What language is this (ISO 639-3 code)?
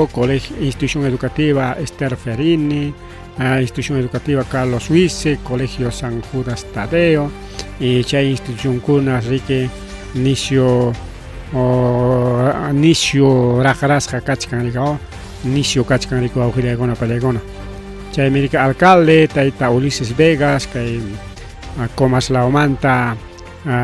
quy